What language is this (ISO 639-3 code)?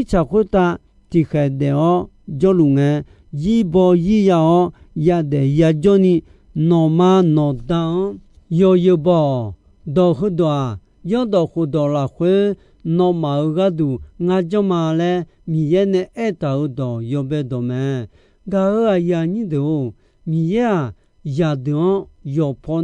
ahk